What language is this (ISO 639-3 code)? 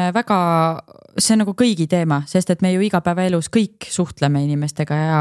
est